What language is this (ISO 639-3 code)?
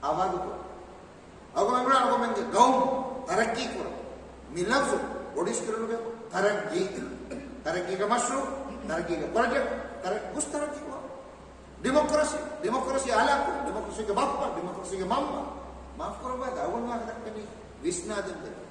div